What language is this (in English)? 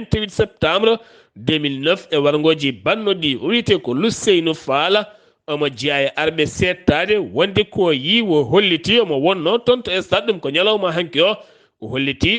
Fula